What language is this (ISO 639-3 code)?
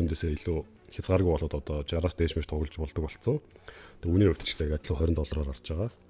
mon